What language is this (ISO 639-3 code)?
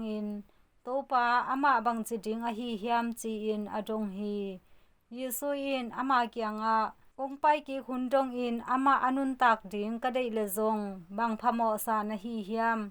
ctd